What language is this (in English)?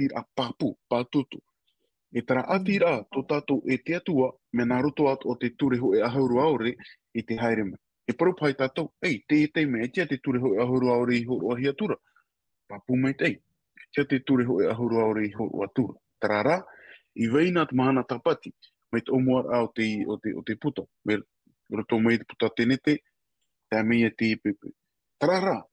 Tahitian